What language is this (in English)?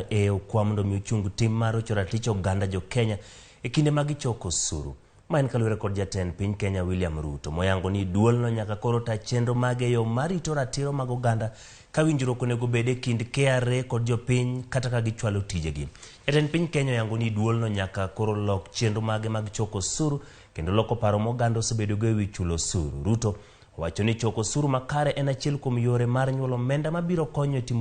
Luo (Kenya and Tanzania)